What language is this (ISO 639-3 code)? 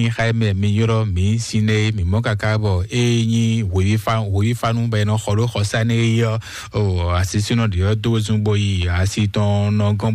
fon